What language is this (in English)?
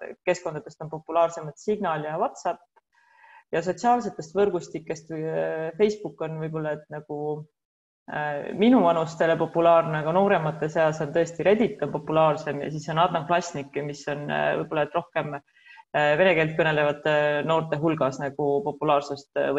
Estonian